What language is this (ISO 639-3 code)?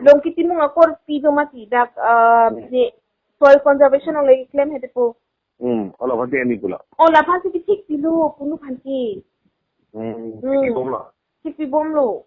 mjw